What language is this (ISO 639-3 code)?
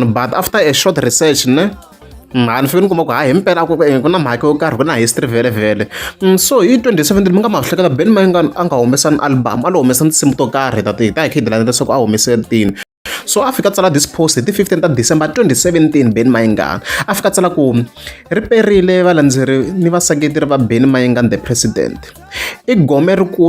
tso